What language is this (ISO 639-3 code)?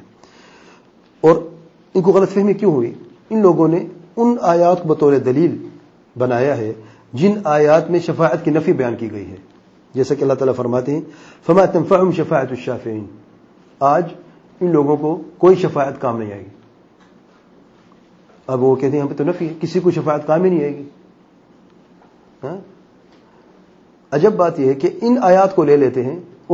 urd